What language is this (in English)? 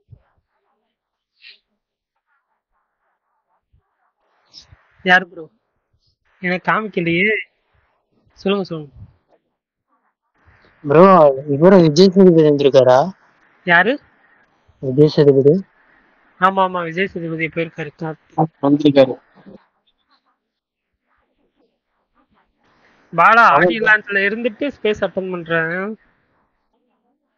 Tamil